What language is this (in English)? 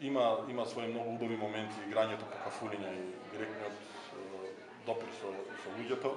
Macedonian